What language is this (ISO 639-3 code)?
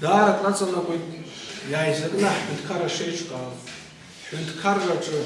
abk